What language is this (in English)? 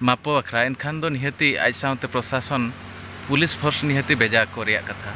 Santali